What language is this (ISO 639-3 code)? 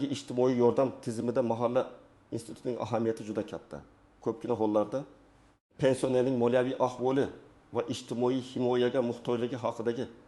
uzb